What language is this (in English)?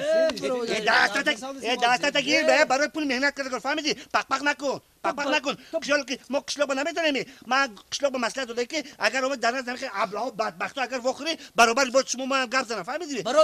Tajik